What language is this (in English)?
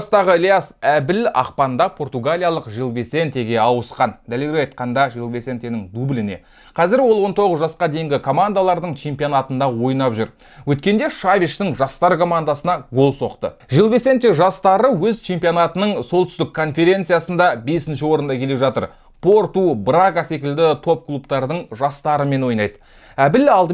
Kazakh